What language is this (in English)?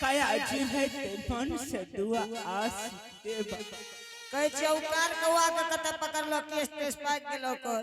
Angika